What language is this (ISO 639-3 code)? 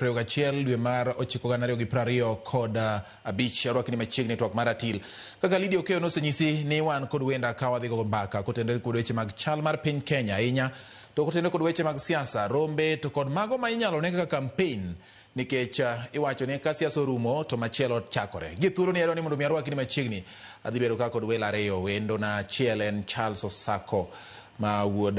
luo